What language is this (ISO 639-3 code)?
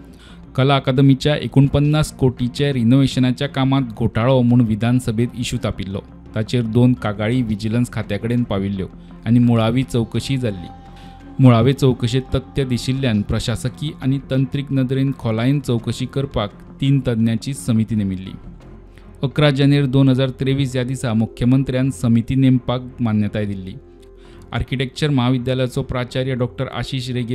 kok